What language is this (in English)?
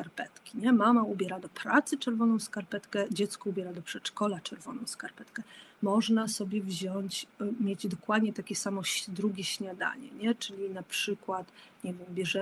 Polish